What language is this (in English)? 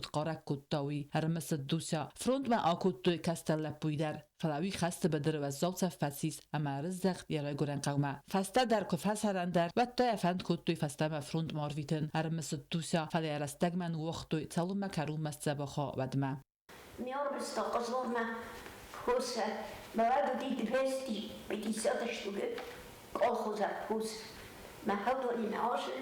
Ossetic